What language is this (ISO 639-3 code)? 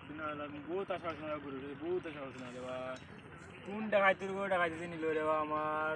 syl